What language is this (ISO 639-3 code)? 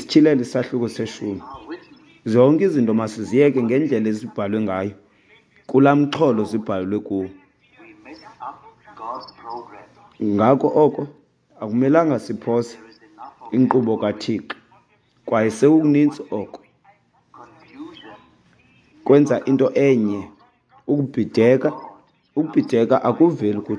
xho